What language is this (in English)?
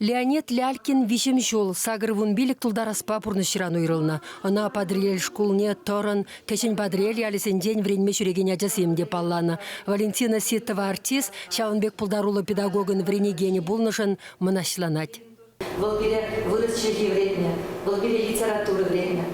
Chuvash